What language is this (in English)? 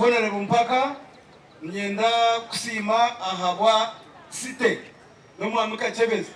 Nyankole